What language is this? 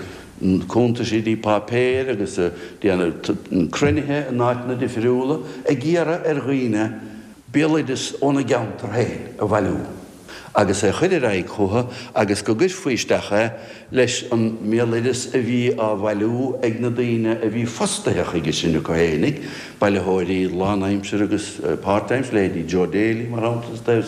Irish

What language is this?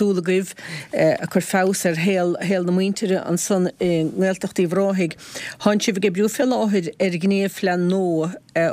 Irish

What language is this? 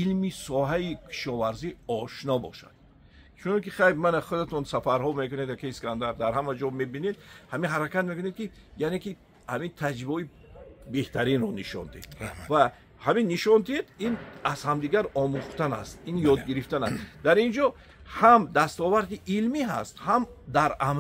Tajik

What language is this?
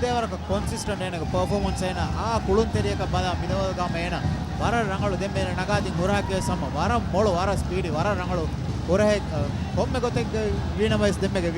Divehi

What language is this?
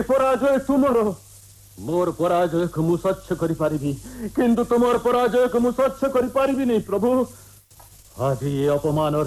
Odia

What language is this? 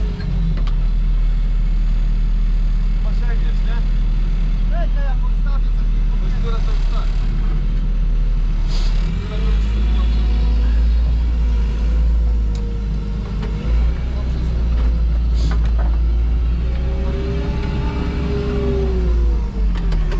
Polish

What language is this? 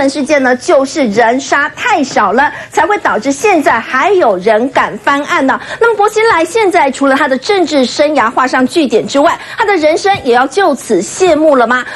Chinese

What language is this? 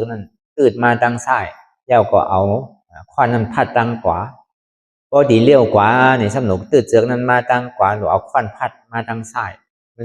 Shan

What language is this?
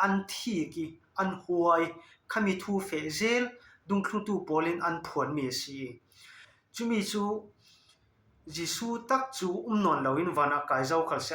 Falam Chin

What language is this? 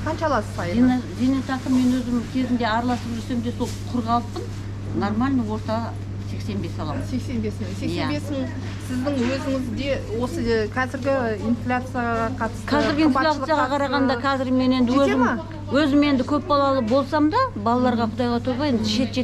Kazakh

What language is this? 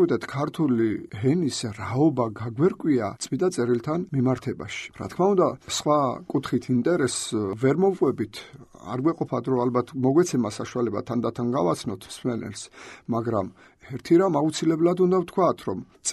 Georgian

